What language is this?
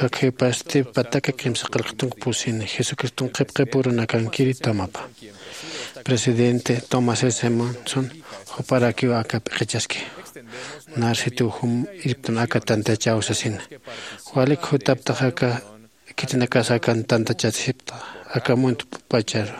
Aymara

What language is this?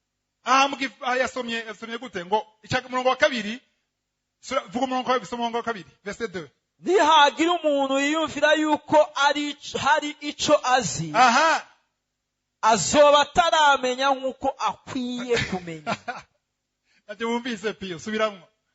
Rundi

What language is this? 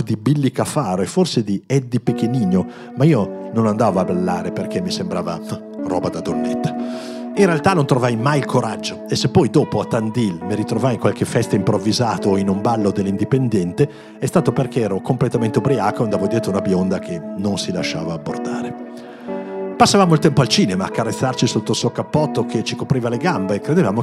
Italian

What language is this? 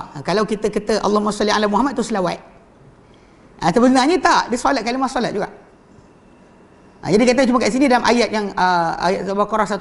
Malay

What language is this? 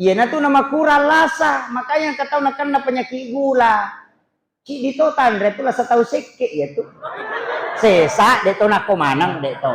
Buginese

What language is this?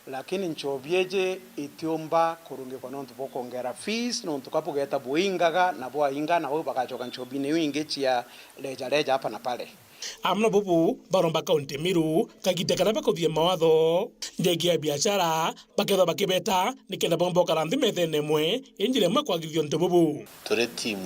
Meru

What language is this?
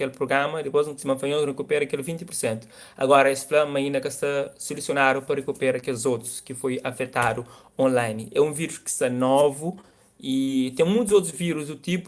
Kabuverdianu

